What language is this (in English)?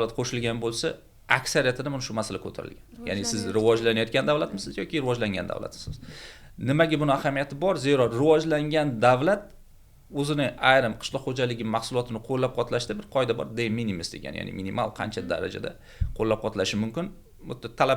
Uzbek